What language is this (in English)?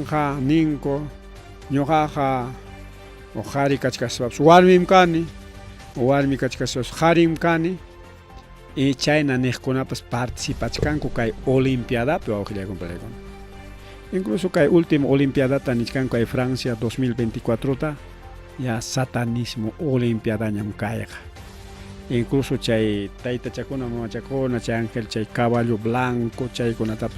Ayacucho Quechua